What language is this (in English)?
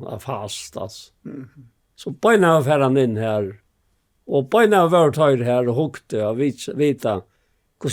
Faroese